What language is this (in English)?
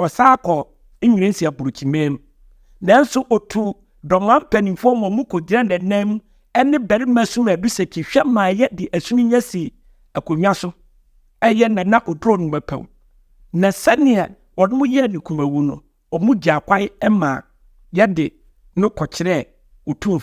Akan